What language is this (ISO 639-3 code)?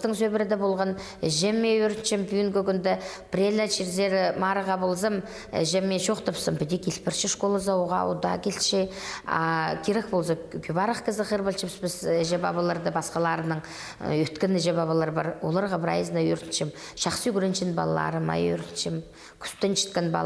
kjh